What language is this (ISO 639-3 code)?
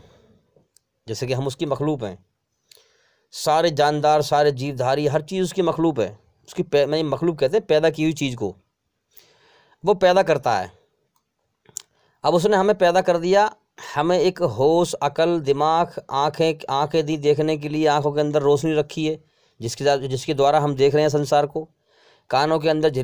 hin